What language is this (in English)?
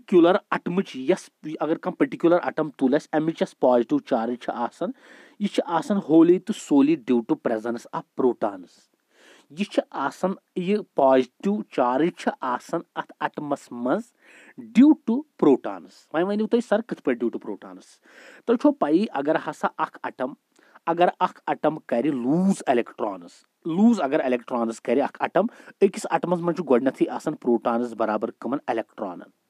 Kashmiri